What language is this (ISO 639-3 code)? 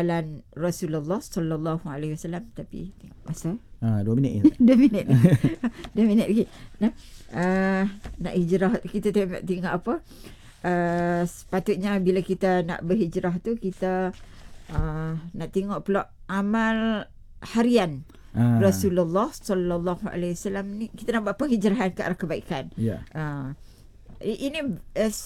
msa